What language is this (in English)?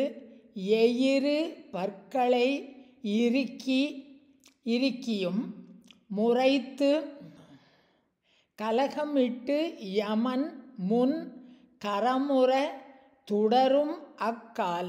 Tamil